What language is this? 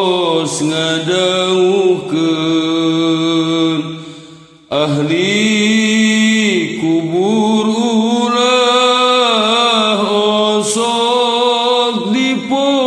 Sundanese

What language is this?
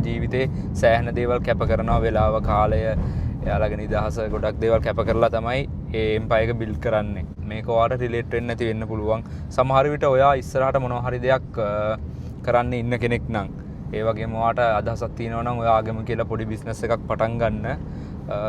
Sinhala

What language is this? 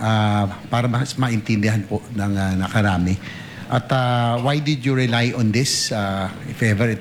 Filipino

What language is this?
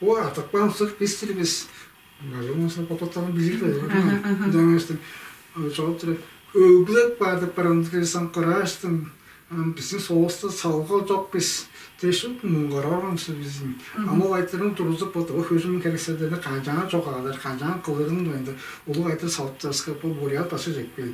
Tuvinian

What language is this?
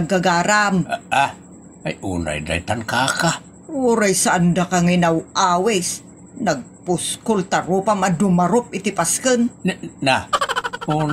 Iloko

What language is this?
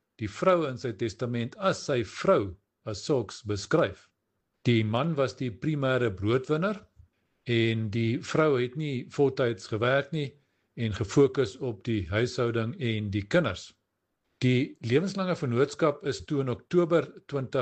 Afrikaans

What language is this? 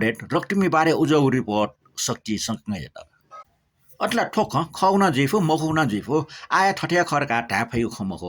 Newari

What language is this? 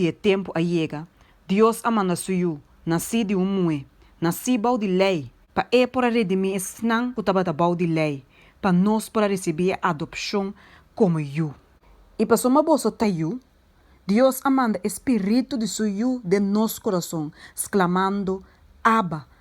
Papiamento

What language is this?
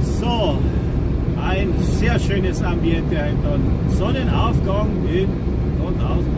Bavarian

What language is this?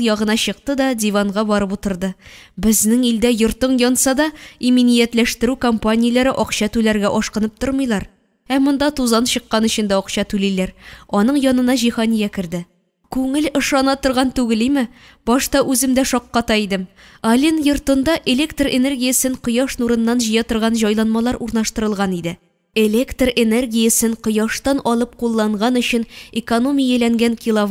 Tatar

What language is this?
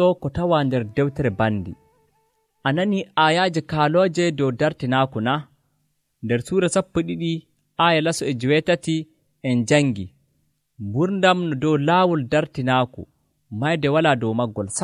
Nigerian Fulfulde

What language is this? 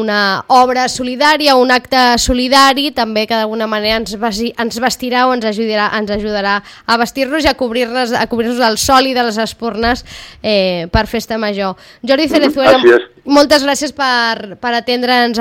Catalan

